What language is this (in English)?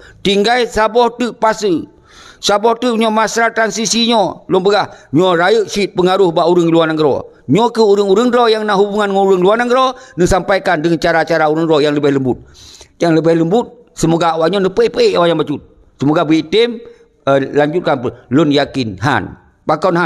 Achinese